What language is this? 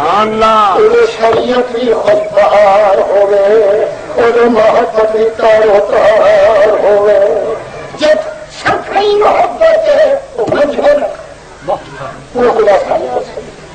Saraiki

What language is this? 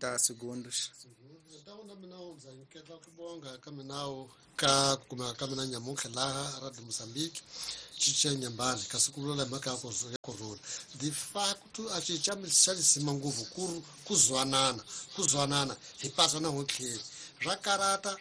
Tsonga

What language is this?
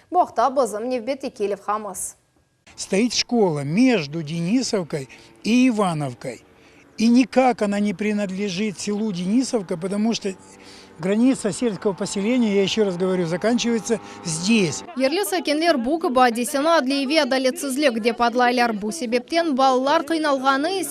Crimean Tatar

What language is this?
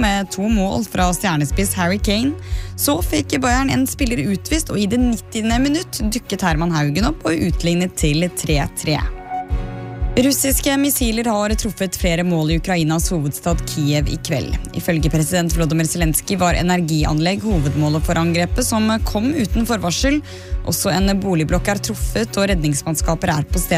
Norwegian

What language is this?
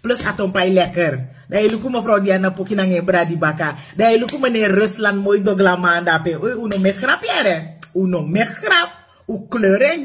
Sranan Tongo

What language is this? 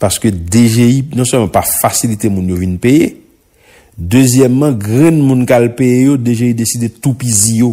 Haitian Creole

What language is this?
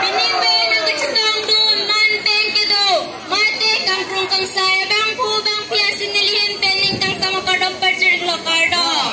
Karbi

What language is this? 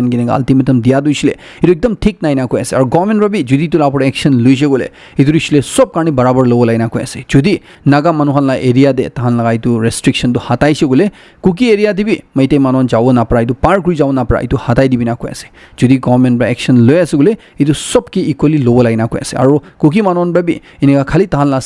Naga Pidgin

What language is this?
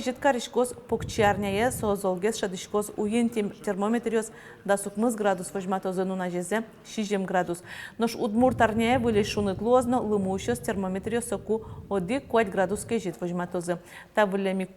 Udmurt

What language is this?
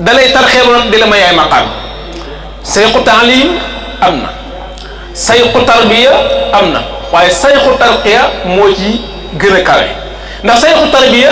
Wolof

